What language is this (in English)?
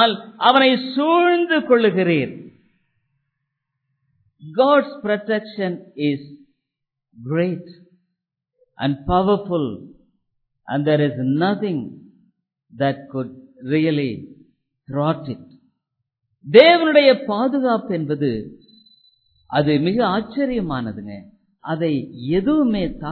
Tamil